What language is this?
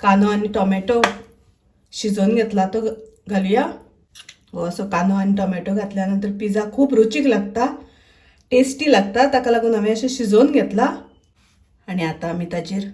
Konkani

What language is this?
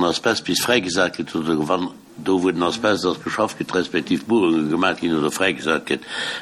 Luxembourgish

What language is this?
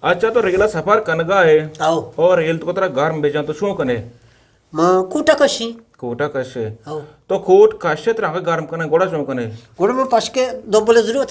Eastern Balochi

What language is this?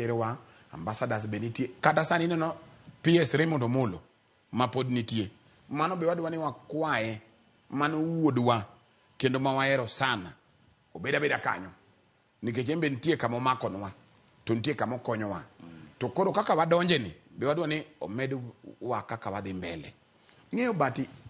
Luo (Kenya and Tanzania)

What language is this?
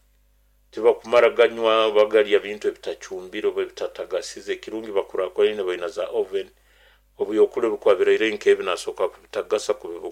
Nyoro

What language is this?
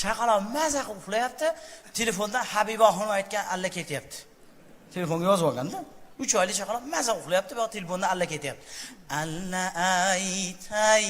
Uzbek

